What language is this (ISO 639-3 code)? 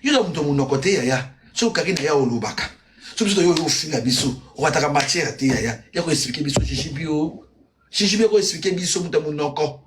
lin